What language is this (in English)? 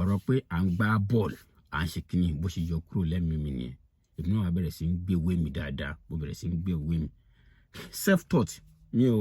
Yoruba